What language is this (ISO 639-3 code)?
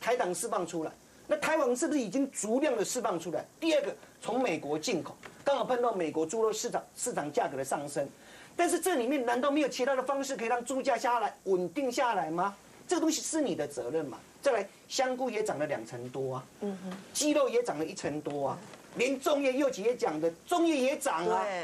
zho